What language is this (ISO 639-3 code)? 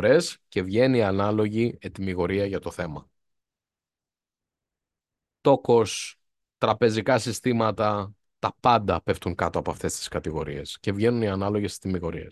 ell